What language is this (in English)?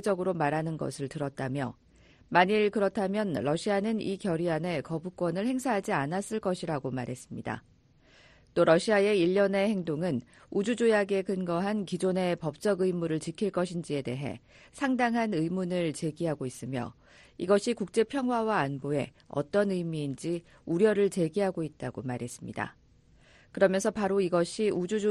Korean